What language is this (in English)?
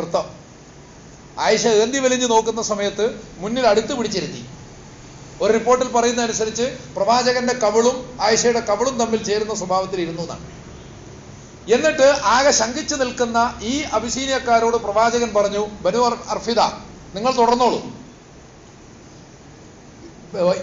Malayalam